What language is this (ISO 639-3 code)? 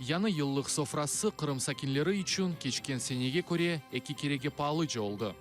crh